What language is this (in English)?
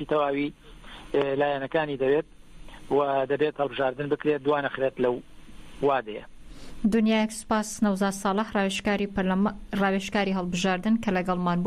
Central Kurdish